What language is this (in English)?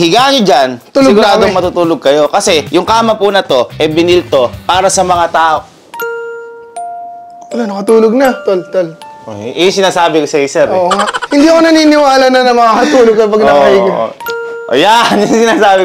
Filipino